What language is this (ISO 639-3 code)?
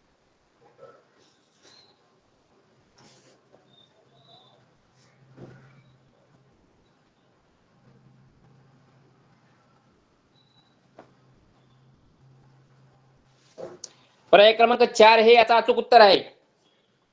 mar